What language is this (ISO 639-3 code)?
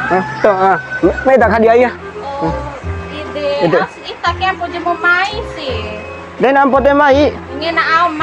bhp